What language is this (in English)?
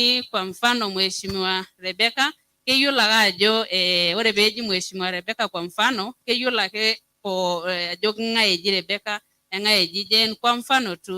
Masai